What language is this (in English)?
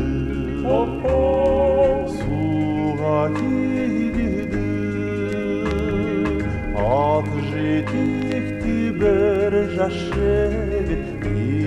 Kazakh